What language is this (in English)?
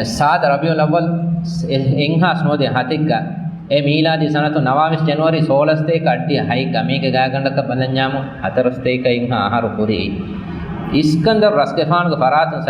Divehi